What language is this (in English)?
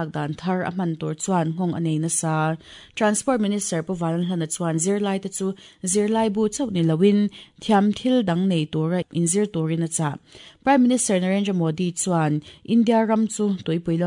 Mizo